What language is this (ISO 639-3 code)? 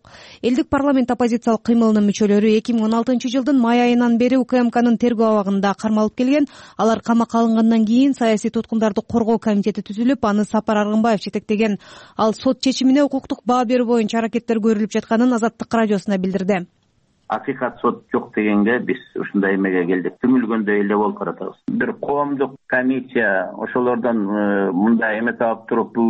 kir